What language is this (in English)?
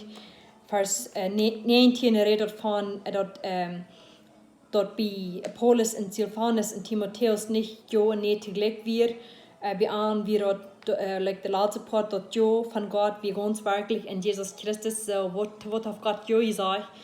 Plautdietsch